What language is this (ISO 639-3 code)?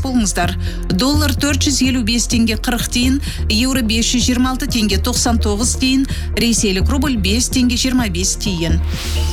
kaz